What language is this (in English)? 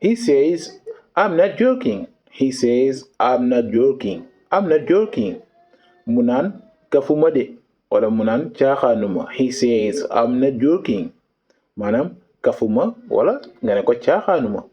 Wolof